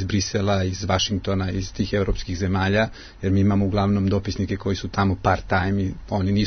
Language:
Serbian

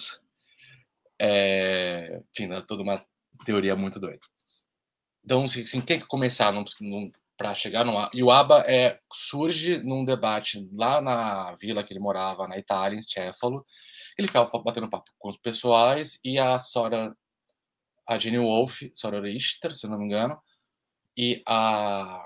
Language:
Portuguese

